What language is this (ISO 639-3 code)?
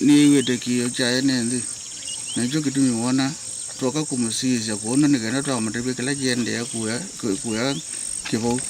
kam